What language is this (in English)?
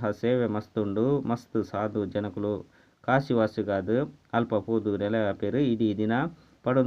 Tulu